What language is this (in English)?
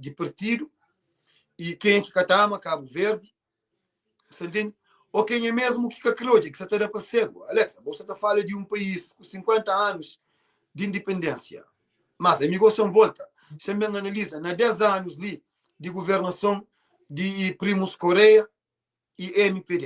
Kabuverdianu